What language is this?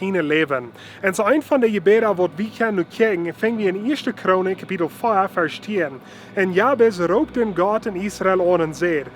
Plautdietsch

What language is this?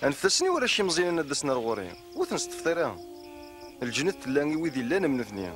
Kabyle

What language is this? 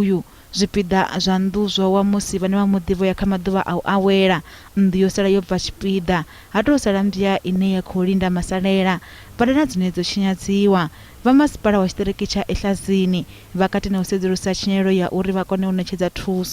Venda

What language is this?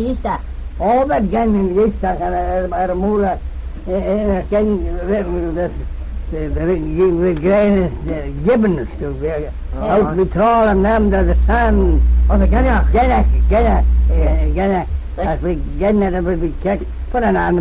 Manx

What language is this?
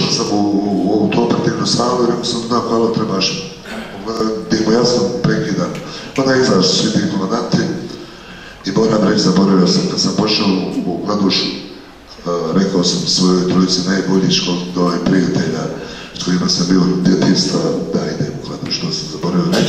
Bosnian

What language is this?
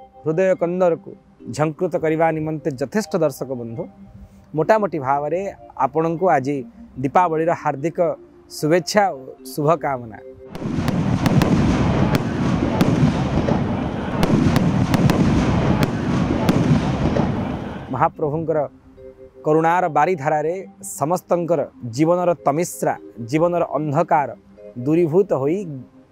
Odia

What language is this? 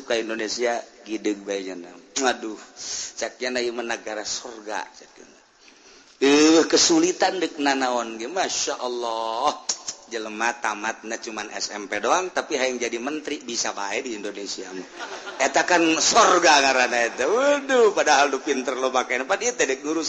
Sundanese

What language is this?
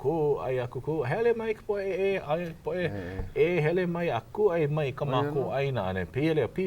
Hawaiian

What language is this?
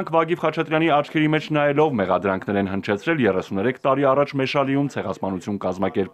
Armenian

